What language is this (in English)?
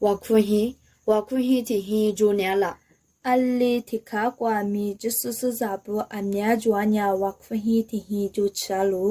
Lisu